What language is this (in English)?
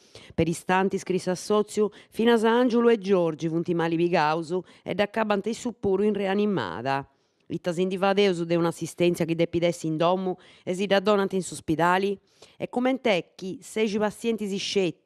Sardinian